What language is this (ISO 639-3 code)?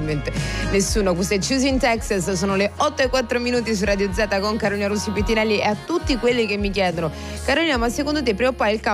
ita